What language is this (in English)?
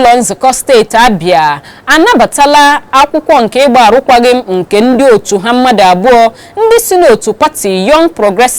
Igbo